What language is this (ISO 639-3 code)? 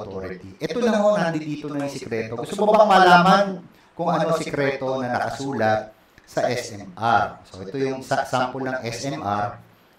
fil